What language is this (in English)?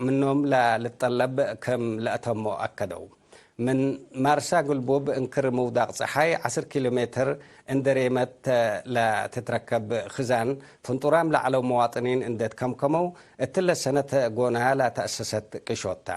Tigre